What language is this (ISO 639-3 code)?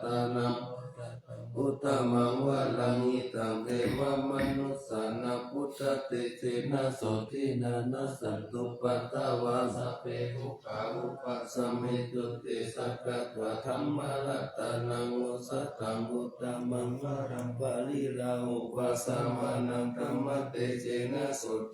pli